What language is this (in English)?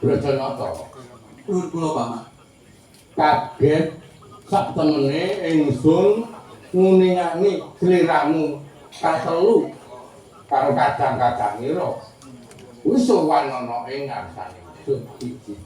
Javanese